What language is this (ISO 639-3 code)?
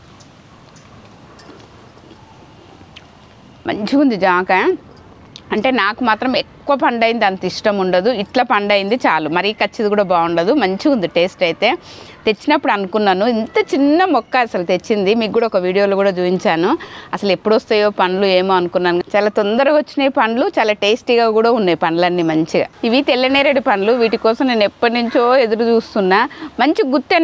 tel